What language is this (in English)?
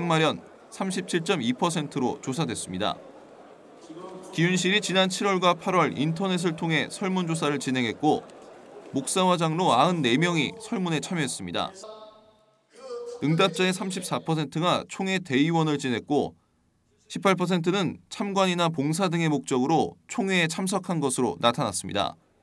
Korean